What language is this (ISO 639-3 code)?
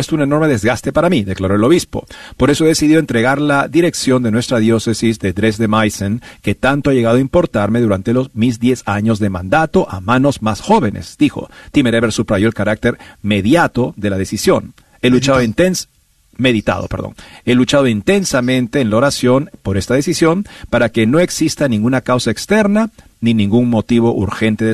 spa